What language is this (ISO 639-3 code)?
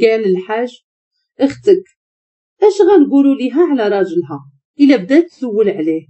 ary